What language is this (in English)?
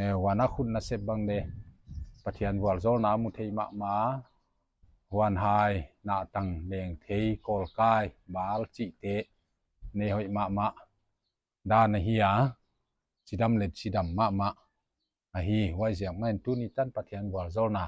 Paite Chin